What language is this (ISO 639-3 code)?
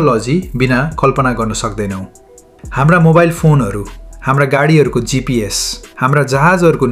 nep